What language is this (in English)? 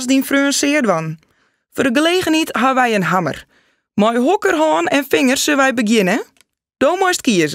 Western Frisian